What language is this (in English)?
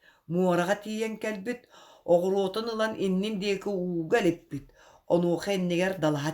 Yakut